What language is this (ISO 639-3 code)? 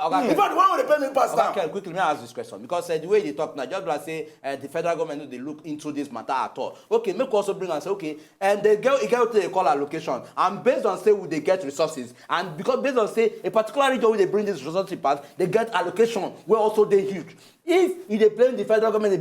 pcm